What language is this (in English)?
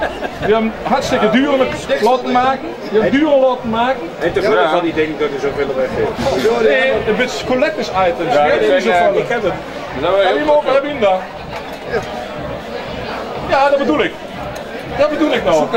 Dutch